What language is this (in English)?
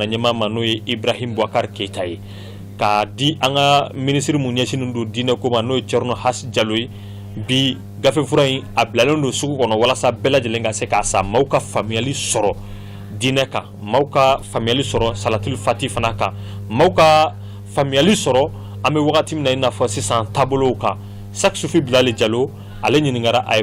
Bambara